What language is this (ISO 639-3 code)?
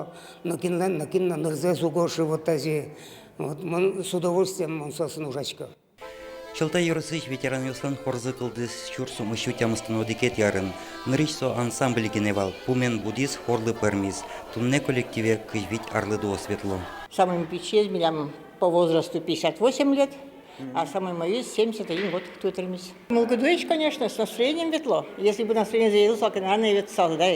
udm